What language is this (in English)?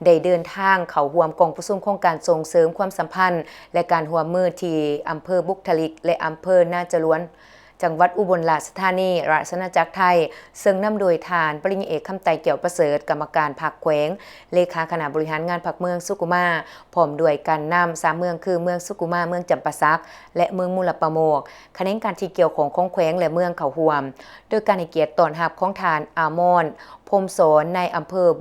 Lao